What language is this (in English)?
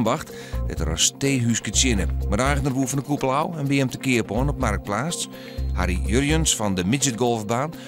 Western Frisian